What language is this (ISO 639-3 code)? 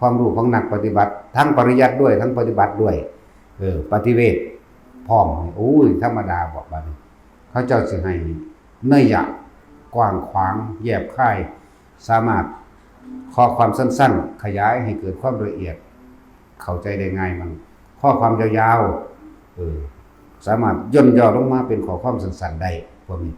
tts